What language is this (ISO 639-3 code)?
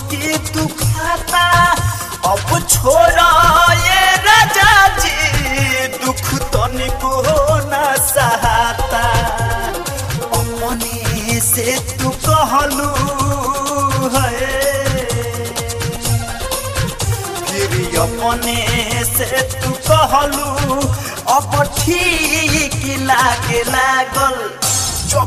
bho